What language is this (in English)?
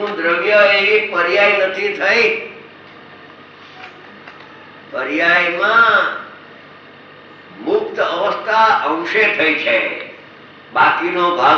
Gujarati